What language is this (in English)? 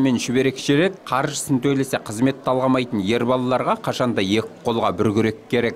Kazakh